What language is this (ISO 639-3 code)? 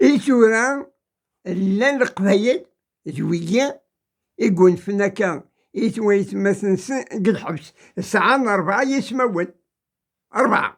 kab